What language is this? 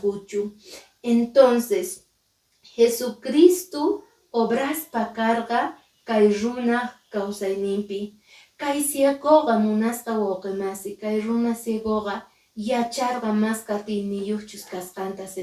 Quechua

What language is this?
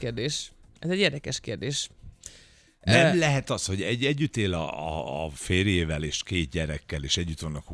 Hungarian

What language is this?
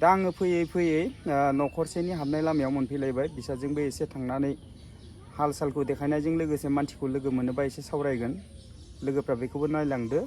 Bodo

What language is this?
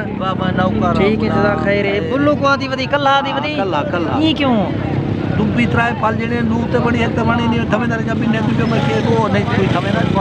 Saraiki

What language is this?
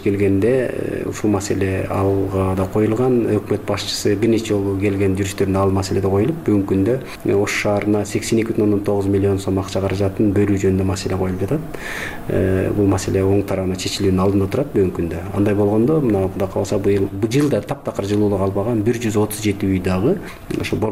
Kyrgyz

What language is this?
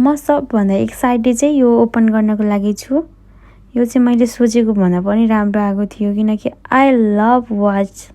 Nepali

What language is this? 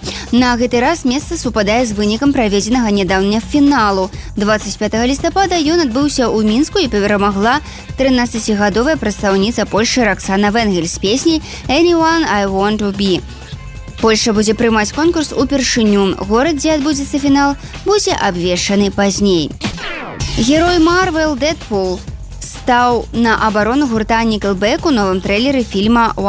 Belarusian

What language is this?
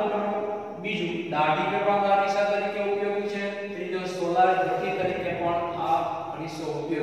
Gujarati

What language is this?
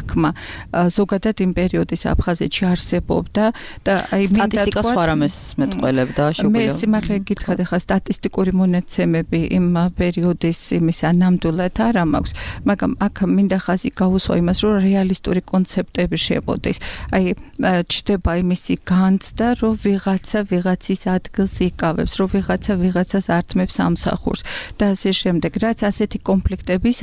Georgian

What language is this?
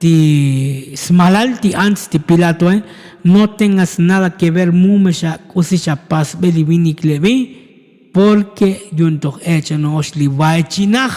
Tzotzil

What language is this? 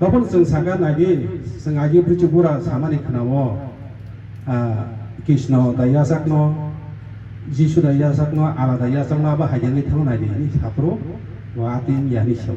Kok Borok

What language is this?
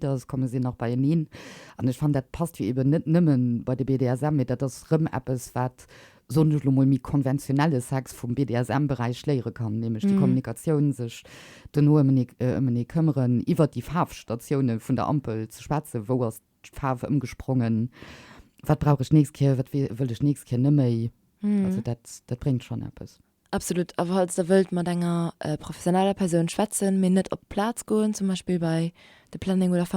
Luxembourgish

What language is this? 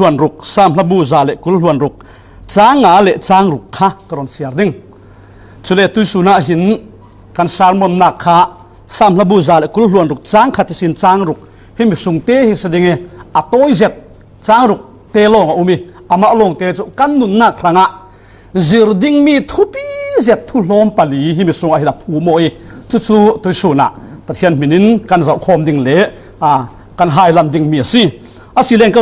Falam Chin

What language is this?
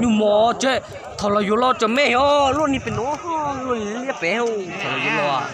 Hmong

